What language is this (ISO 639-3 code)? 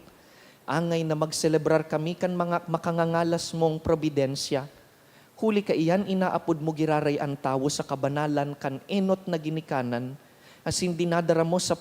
bik